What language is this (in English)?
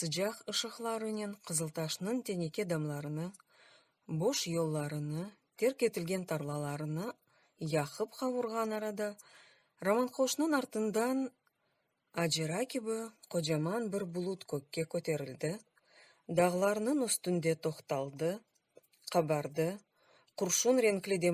Crimean Tatar